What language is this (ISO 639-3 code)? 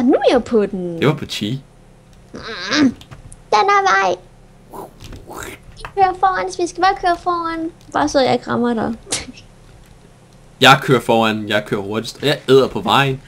dan